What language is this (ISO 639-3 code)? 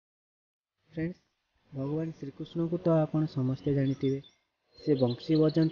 ori